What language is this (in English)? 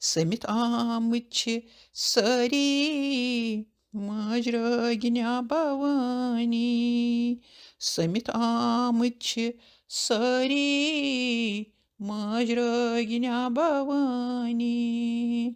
Kashmiri